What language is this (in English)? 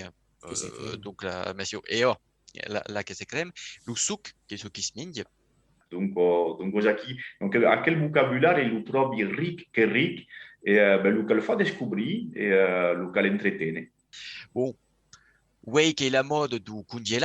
Occitan